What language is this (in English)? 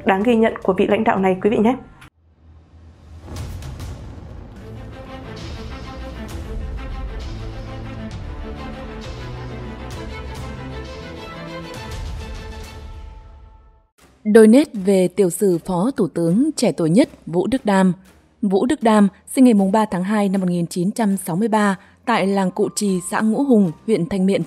Vietnamese